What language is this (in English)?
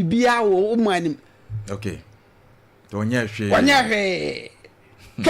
Akan